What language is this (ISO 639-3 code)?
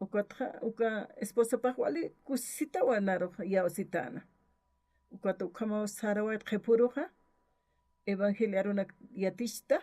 aym